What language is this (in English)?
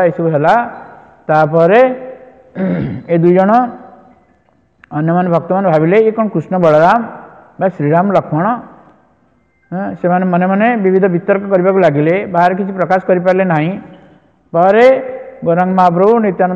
Odia